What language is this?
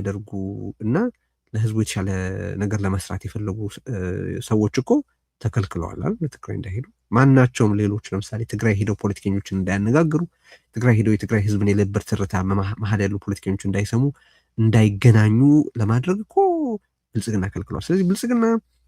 Amharic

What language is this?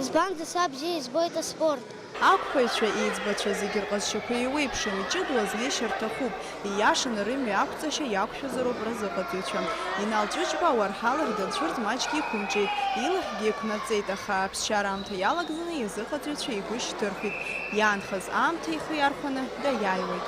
Abkhazian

